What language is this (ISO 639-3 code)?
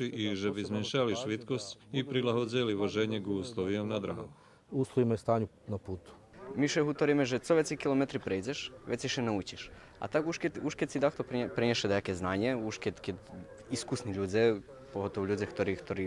rue